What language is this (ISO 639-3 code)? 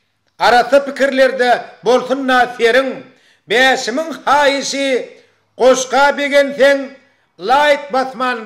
tuk